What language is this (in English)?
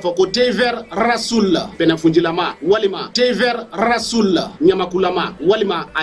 Bambara